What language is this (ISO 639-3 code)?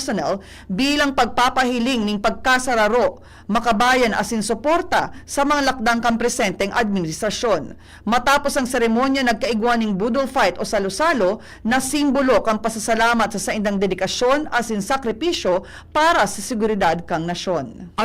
bik